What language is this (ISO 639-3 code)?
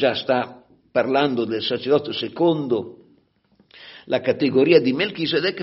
ita